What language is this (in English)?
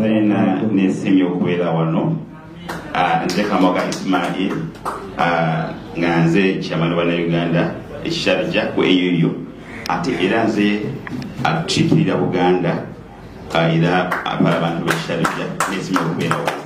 Soga